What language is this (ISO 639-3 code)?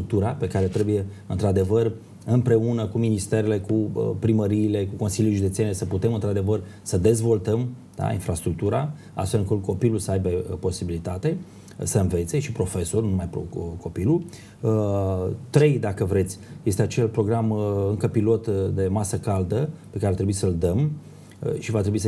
ron